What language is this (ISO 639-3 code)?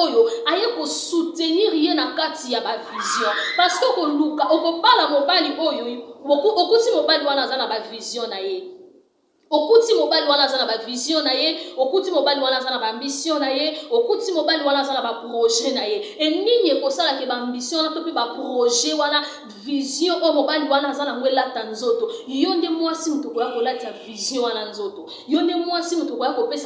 lin